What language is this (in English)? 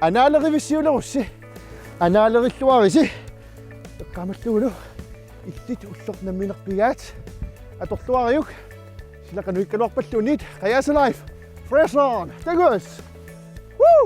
Kalaallisut